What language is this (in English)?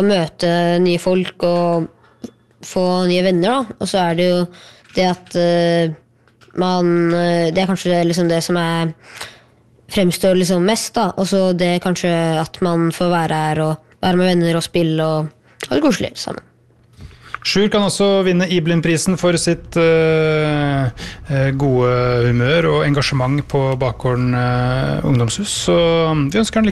Norwegian